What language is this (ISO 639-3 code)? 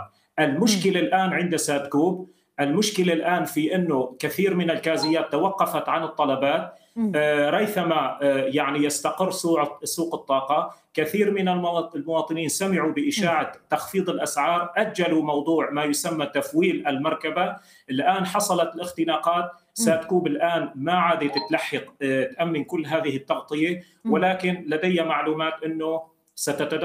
ara